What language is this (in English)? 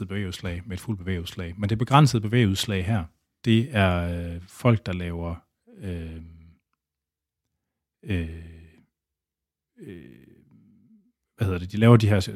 Danish